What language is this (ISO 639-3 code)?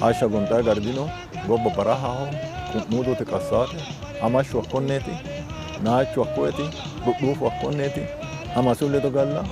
sid